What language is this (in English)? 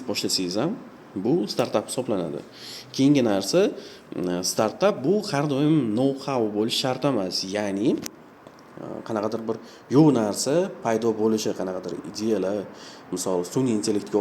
Uzbek